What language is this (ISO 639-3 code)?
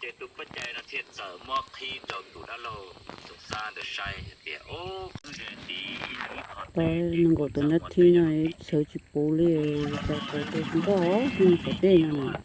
hmn